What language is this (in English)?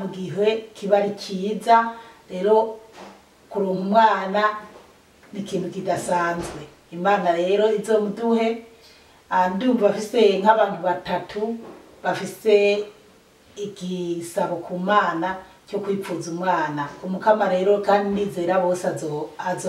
Rundi